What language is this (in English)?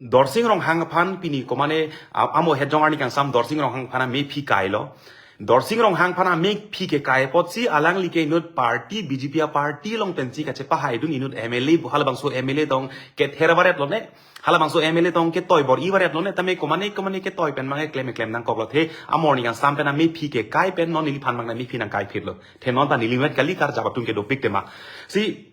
Karbi